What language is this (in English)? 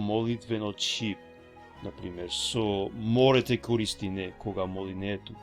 Balkan Romani